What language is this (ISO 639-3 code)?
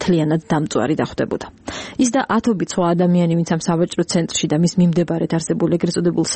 kat